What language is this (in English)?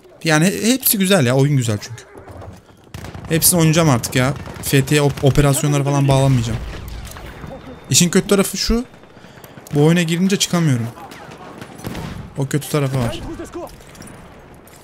Turkish